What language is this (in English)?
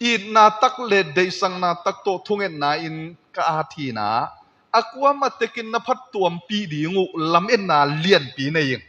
Tedim Chin